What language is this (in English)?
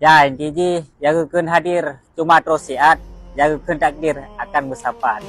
Achinese